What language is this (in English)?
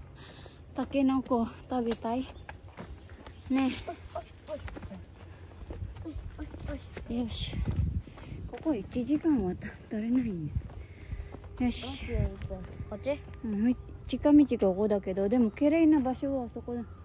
Japanese